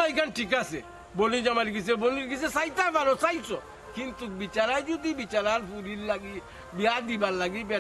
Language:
Sylheti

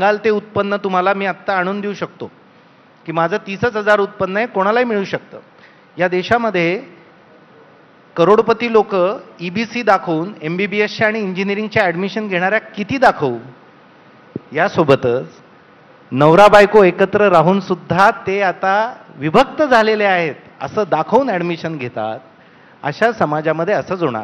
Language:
Marathi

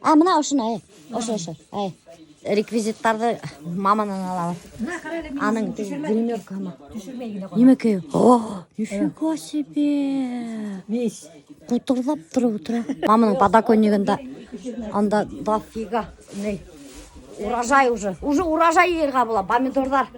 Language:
Bashkir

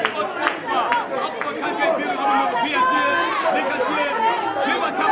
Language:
Acoli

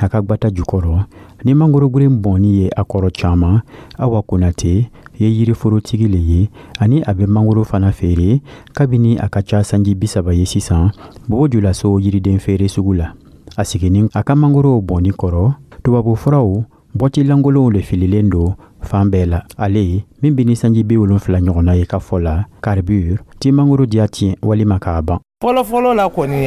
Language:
Dyula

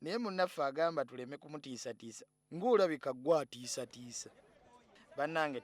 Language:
Ganda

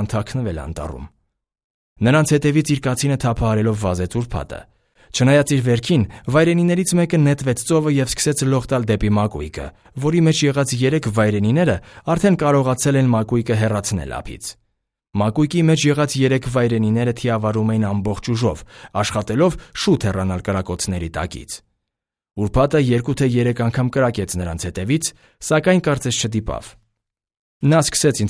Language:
Armenian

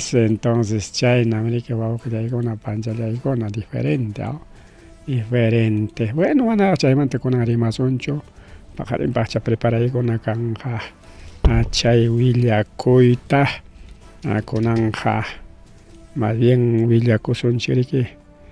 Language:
Ayacucho Quechua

